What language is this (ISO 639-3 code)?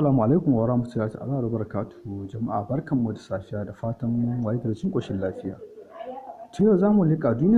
hau